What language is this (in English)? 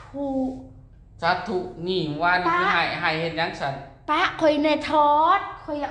Lao